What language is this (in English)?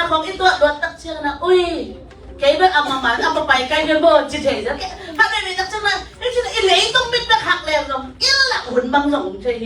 Tedim Chin